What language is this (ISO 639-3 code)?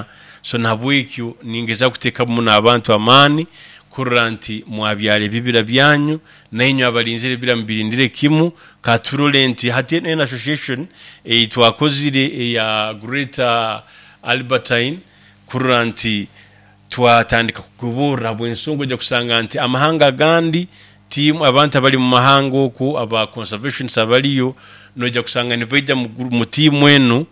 nyn